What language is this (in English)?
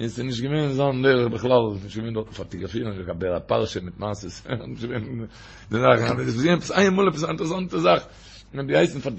Yiddish